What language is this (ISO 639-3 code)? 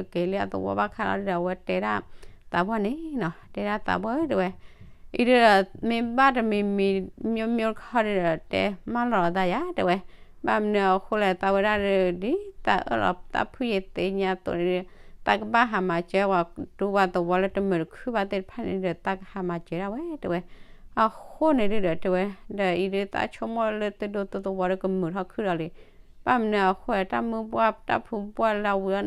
ksw